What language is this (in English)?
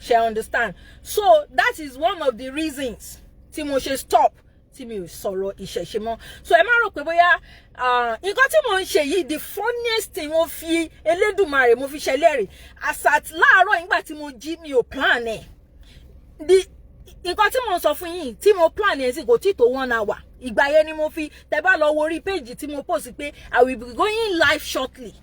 Yoruba